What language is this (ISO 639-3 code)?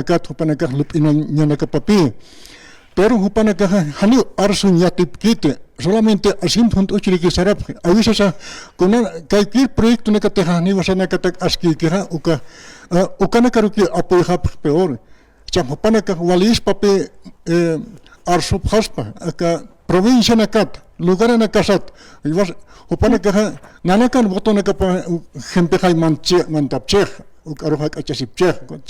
aym